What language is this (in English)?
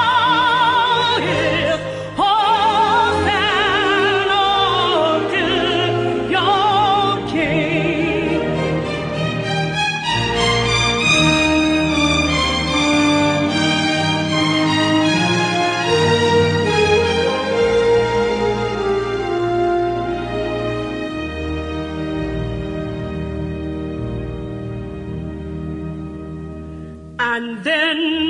Estonian